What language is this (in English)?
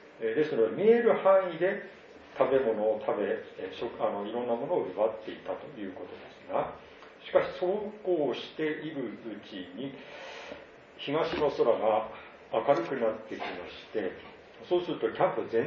Japanese